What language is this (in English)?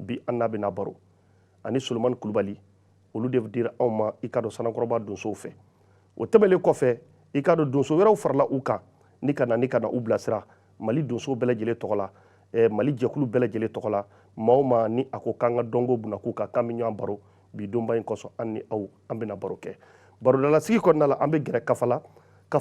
Bambara